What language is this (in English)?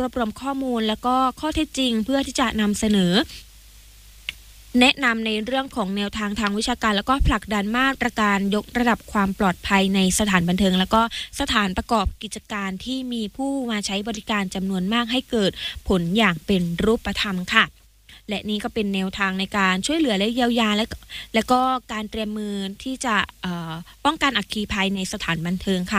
Thai